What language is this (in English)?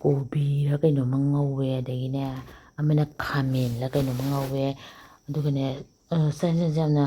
Manipuri